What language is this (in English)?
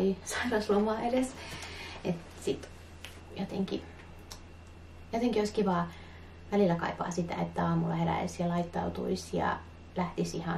Finnish